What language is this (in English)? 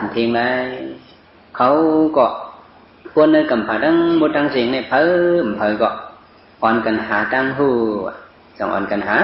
Shan